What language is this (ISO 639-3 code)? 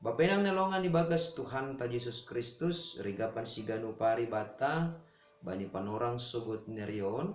bts